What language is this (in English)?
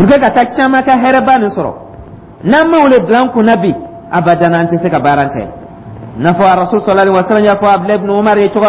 Dyula